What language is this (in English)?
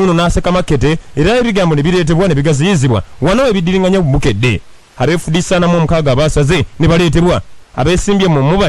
Ganda